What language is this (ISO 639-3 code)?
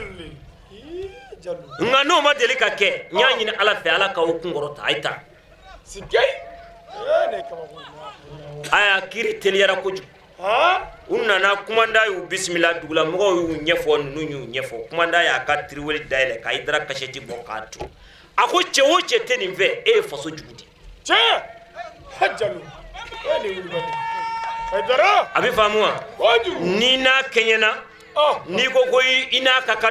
bam